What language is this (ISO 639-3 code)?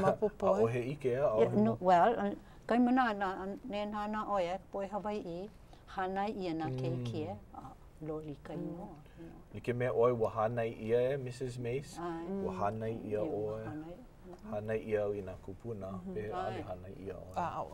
haw